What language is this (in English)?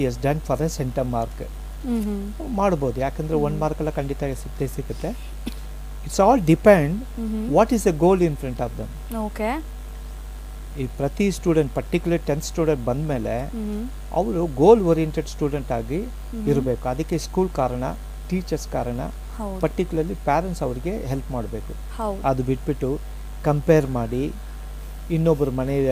Kannada